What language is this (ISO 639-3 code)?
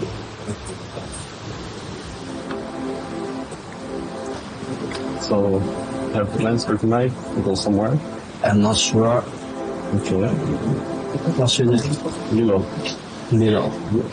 tha